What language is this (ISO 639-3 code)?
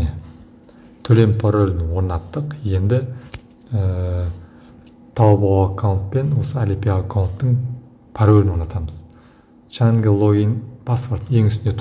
kaz